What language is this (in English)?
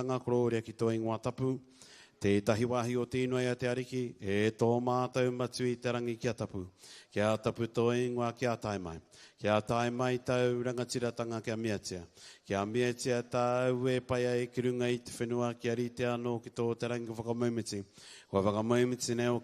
Māori